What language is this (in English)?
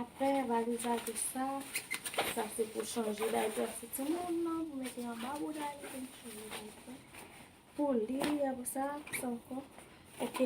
Haitian Creole